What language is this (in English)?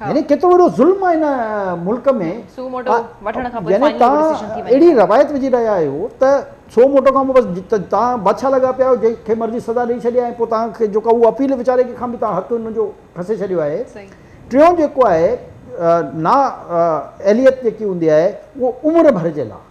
Sindhi